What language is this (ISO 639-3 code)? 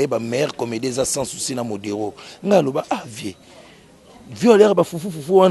lin